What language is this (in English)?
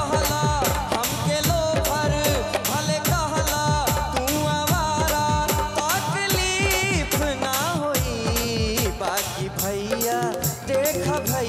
Bhojpuri